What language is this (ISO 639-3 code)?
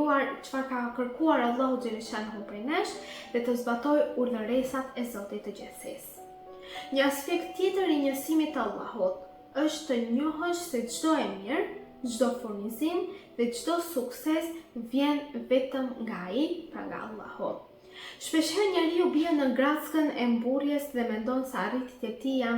sqi